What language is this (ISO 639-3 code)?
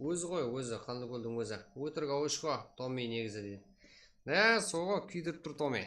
kaa